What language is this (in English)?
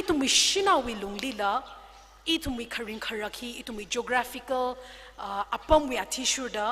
Tangkhul Naga (India)